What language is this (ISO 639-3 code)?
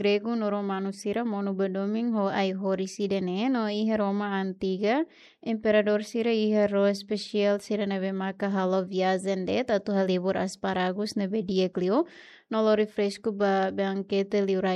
tet